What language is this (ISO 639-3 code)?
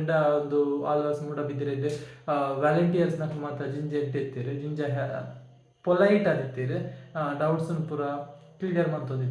tcy